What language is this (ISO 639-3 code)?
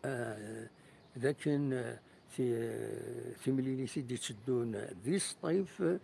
kab